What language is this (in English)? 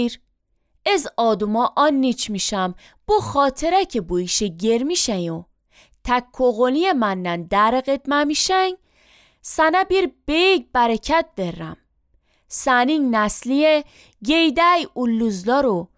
Azerbaijani